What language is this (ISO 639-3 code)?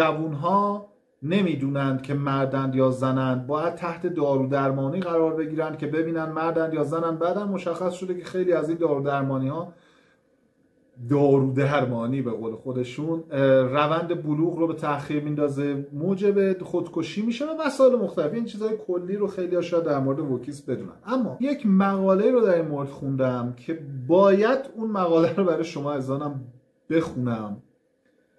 fas